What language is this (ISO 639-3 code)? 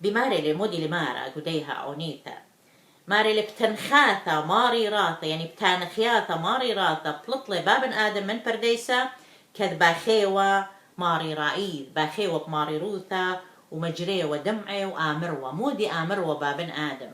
aii